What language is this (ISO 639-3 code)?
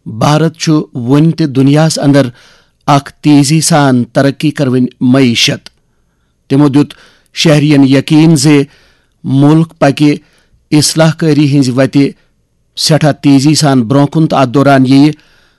kas